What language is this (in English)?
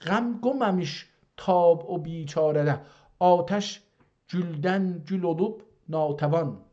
South Azerbaijani